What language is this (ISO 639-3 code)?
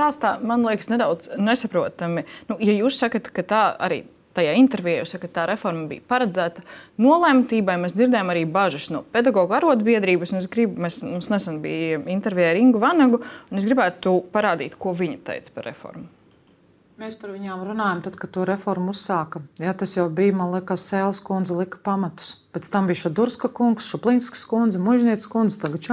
lav